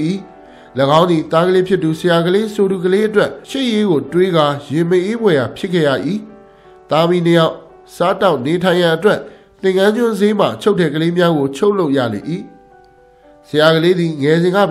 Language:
Burmese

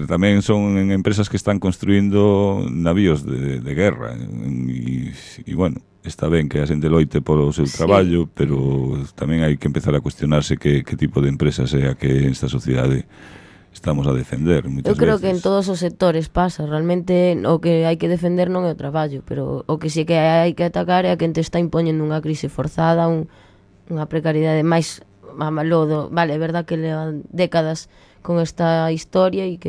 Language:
Galician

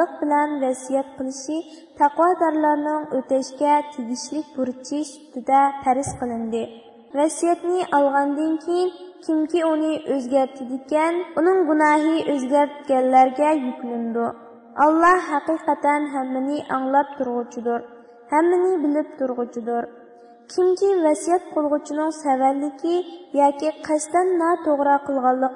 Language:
Uyghur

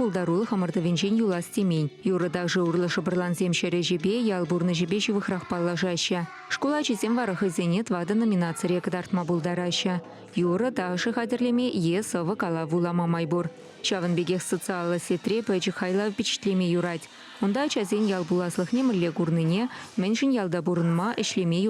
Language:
Chuvash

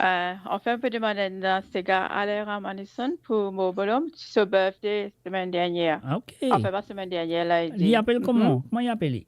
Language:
Morisyen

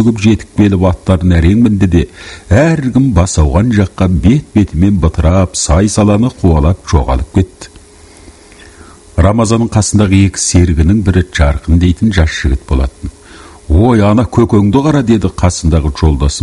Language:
Kazakh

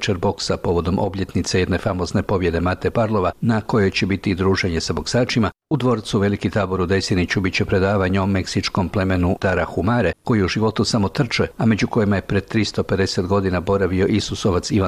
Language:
Croatian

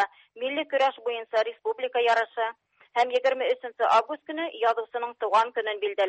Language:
Tatar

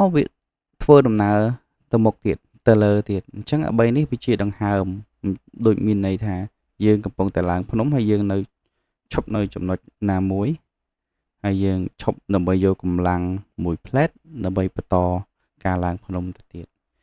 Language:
Khmer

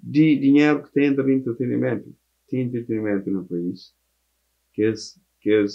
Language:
Kabuverdianu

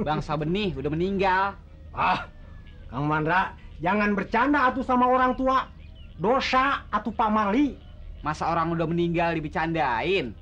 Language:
Betawi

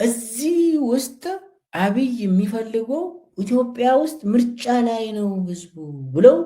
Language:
Amharic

